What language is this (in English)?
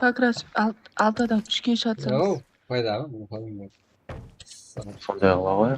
Kara-Kalpak